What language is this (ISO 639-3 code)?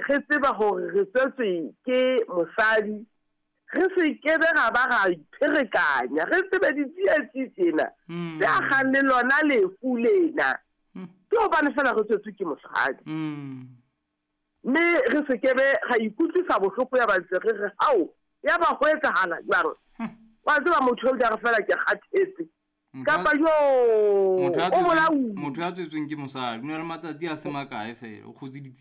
sot